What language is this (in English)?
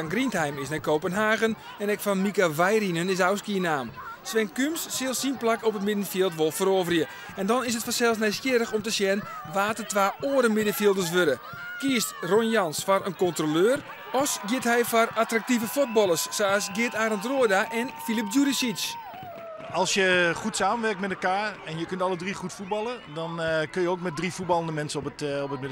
Western Frisian